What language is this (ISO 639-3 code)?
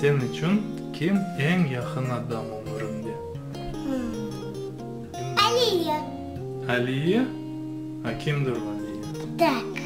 crh